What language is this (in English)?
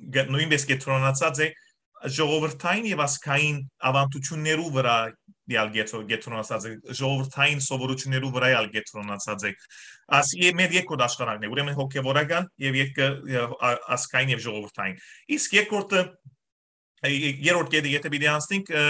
Western Armenian